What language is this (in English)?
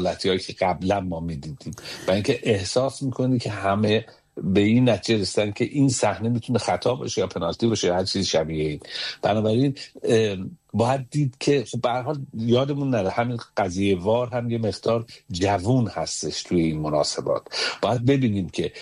Persian